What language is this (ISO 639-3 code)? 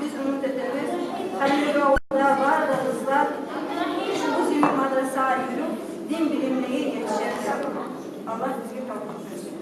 kum